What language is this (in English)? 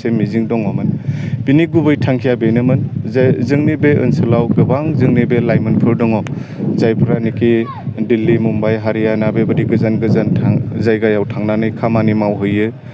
Bodo